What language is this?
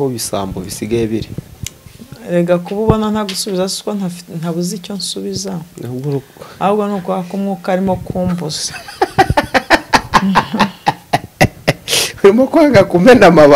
Kinyarwanda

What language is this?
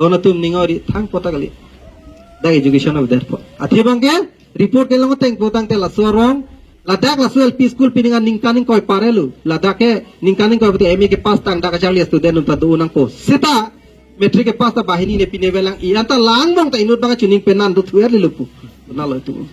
Karbi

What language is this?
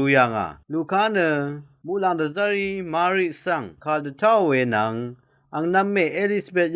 Rawang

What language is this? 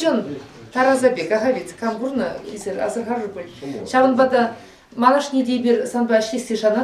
Chuvash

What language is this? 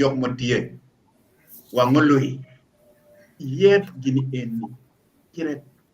Acoli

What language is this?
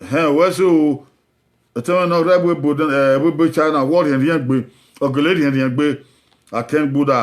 Bini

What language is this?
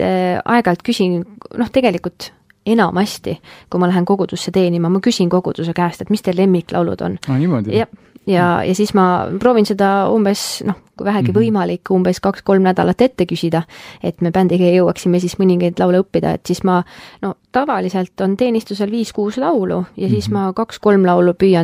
Estonian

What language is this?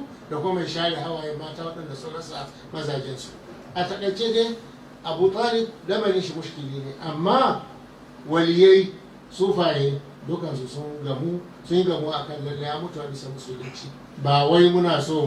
Hausa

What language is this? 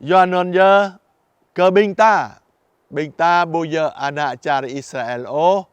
Jarai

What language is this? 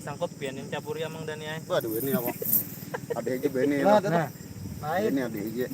Banjar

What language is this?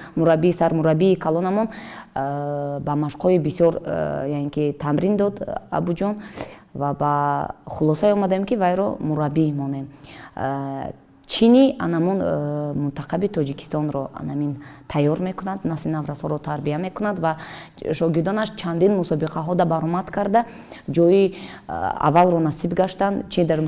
Tajik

